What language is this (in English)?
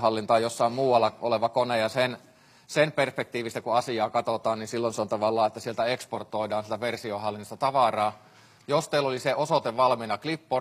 Finnish